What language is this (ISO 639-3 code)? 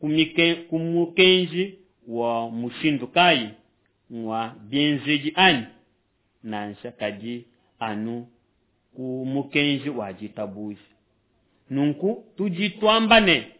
lua